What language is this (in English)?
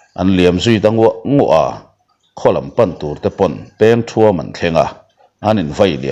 Mizo